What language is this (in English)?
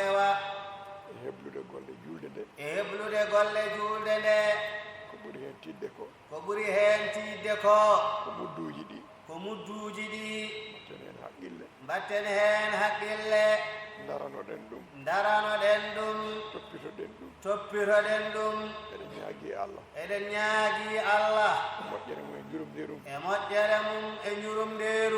Fula